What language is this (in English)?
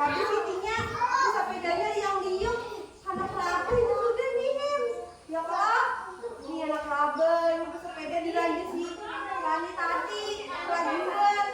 Banjar